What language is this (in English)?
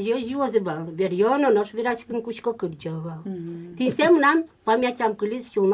Udmurt